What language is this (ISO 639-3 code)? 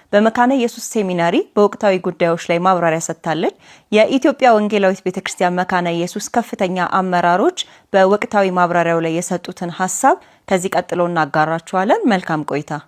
amh